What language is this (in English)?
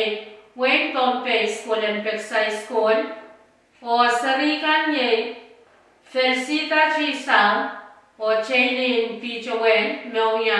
Pohnpeian